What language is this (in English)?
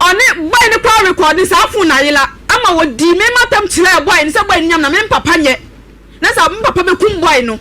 Akan